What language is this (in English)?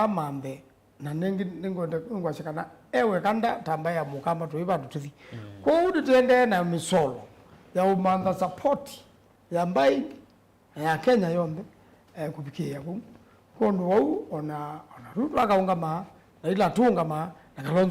Kamba